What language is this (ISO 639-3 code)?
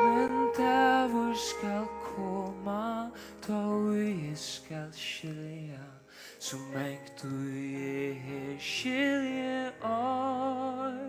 fao